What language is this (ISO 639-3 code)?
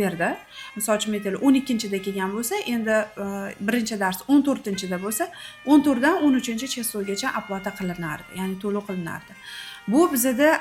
uzb